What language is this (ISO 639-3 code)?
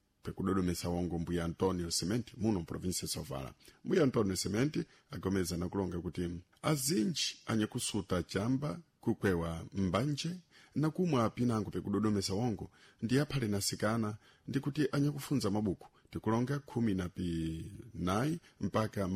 seh